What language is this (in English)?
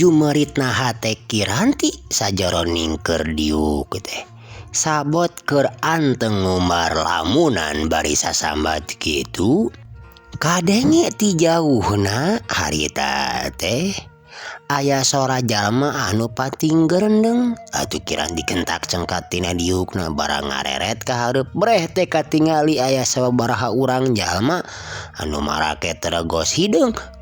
Sundanese